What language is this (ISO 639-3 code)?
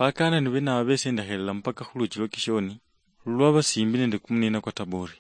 luy